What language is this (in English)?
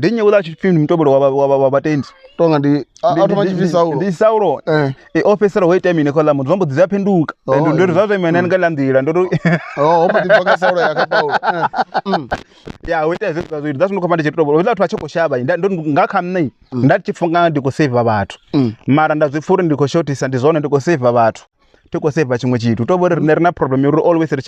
Venda